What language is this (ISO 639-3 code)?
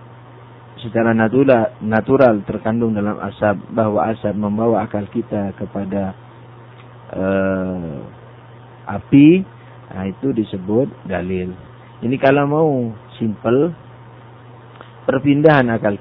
ind